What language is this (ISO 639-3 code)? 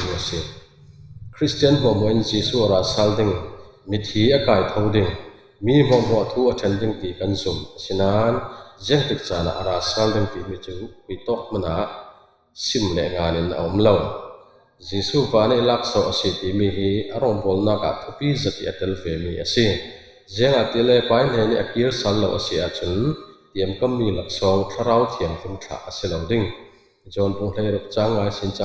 cfm